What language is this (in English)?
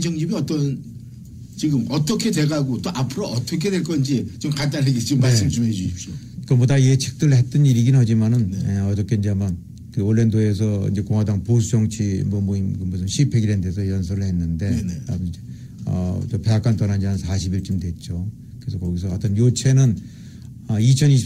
Korean